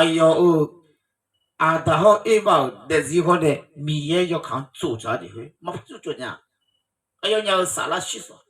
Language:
Akha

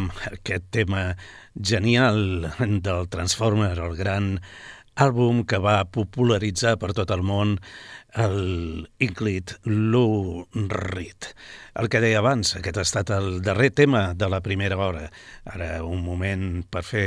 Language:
Catalan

